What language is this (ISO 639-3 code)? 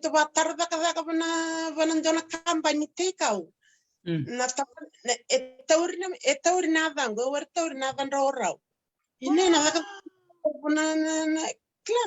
fij